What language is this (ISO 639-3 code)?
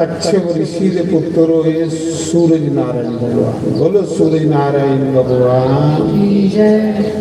doi